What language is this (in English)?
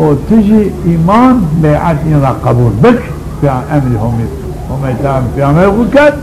Zaza